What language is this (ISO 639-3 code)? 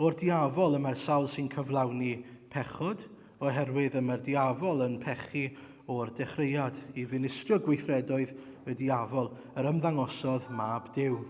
cym